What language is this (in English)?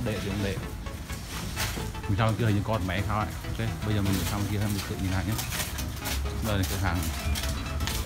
Vietnamese